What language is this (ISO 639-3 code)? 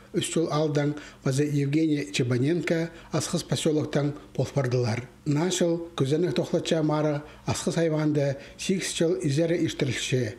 kjh